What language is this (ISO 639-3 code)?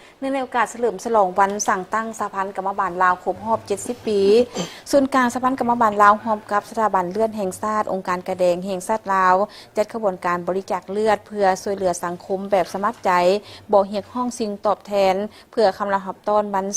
lao